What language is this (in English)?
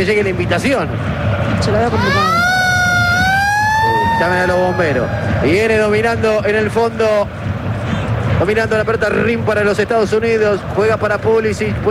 Spanish